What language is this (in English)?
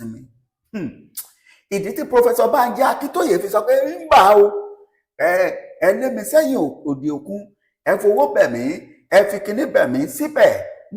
Yoruba